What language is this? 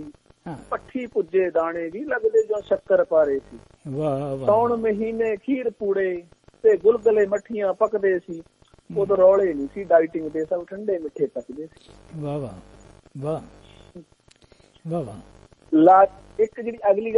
Punjabi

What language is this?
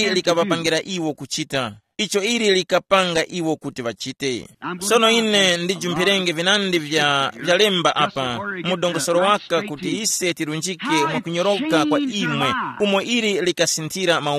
Tumbuka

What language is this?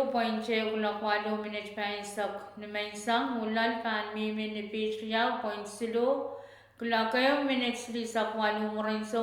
Pohnpeian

